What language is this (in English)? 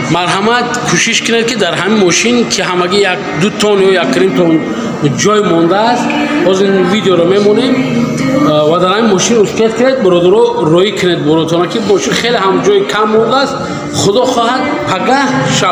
Tajik